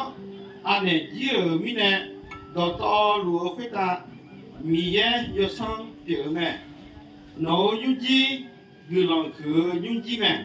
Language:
Akha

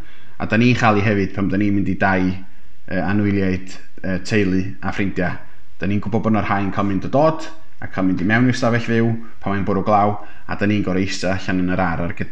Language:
Welsh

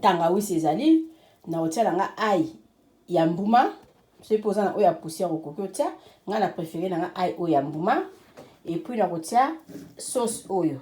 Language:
Lingala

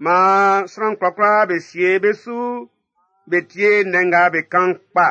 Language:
Baoulé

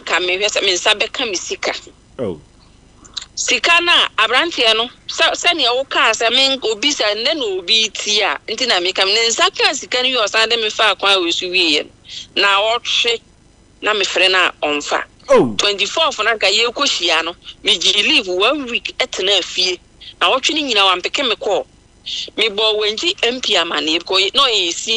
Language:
Akan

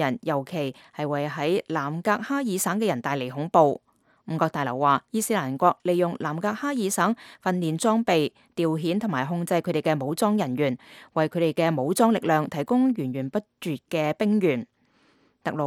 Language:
Cantonese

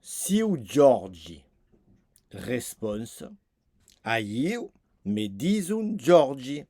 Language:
Occitan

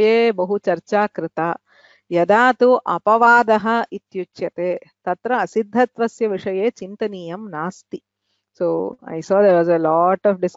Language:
Sanskrit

